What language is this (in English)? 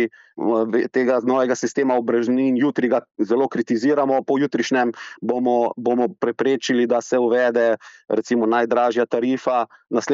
Slovenian